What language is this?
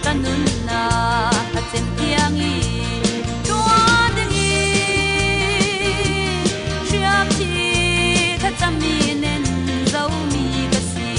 Falam Chin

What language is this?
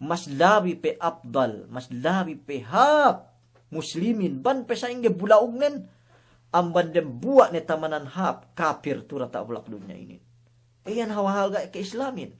Yakan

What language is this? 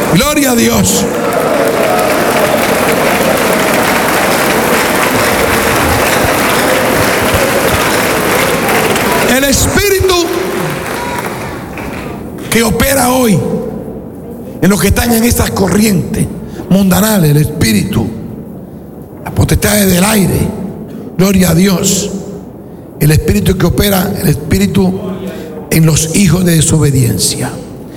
Spanish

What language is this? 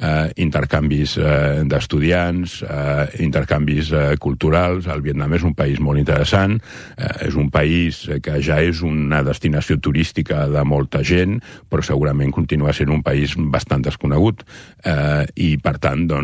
Catalan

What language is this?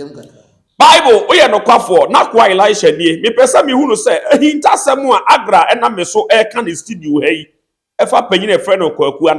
Akan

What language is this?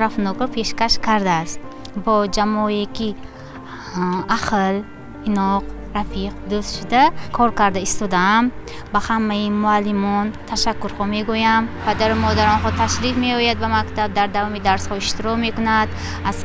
Tajik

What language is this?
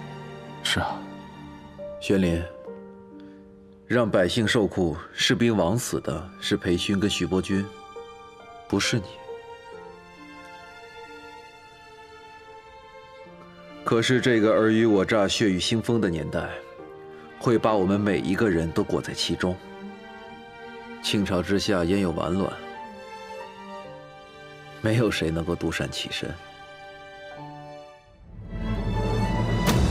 Chinese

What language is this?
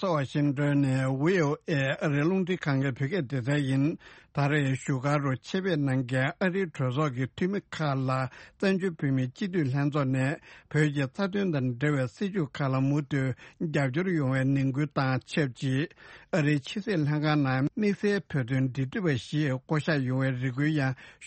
Tibetan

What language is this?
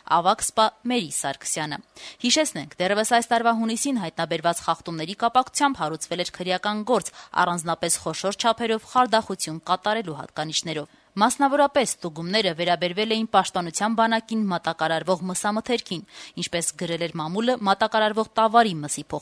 Armenian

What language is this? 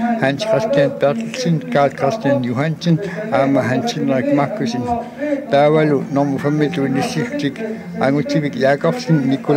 Kalaallisut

